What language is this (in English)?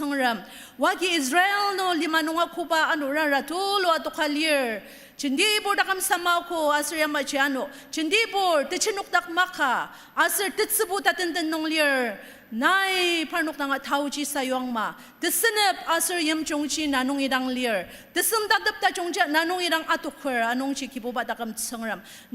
Ao Naga